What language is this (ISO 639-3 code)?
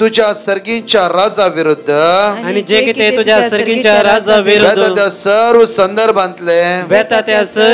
kok